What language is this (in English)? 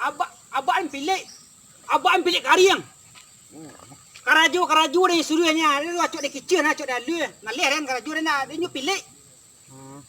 Minangkabau